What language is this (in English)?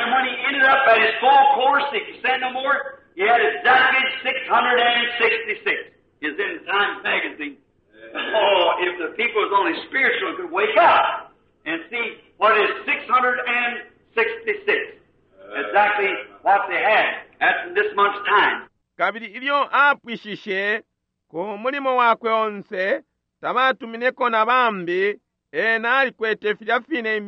Bemba